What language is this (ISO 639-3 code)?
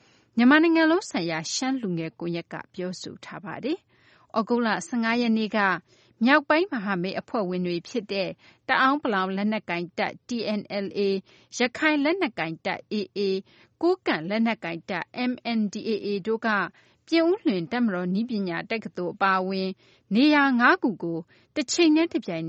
mya